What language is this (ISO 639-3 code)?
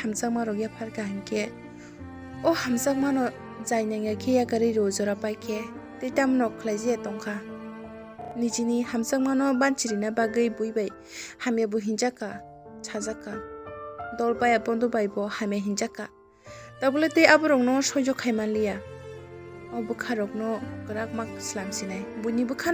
trp